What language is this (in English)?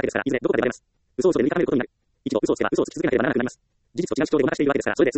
Japanese